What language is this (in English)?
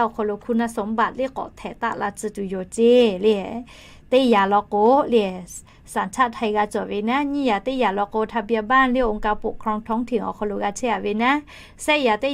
Lahu